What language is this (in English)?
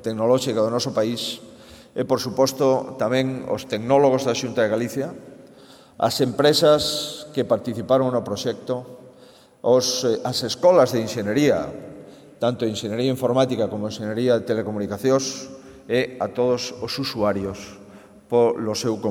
Galician